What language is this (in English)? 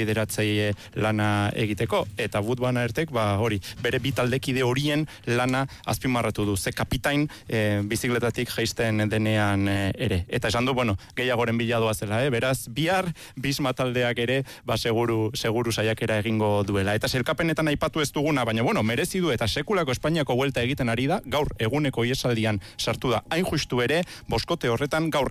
Basque